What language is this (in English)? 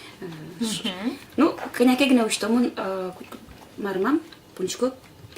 Udmurt